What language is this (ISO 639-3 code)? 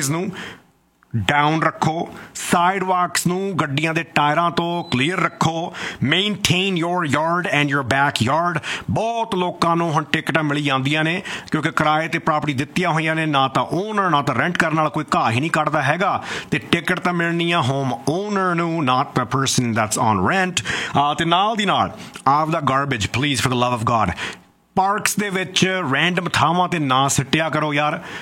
pan